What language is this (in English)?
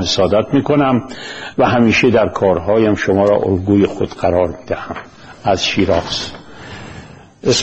Persian